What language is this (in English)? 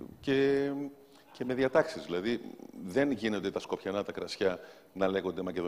Greek